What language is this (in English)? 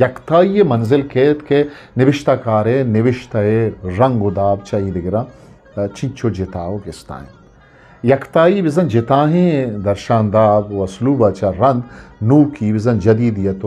Eastern Balochi